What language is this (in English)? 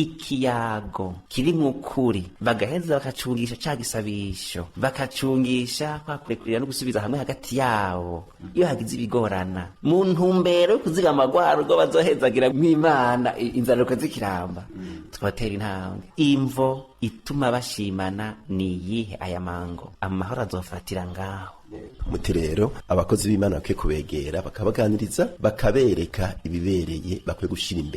Rundi